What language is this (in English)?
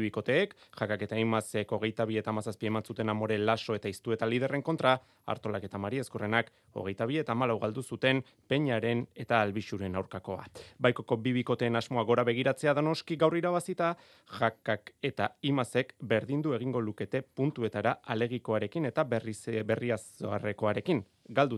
Basque